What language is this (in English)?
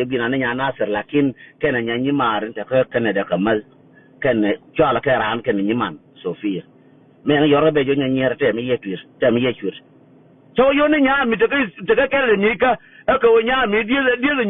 Nuer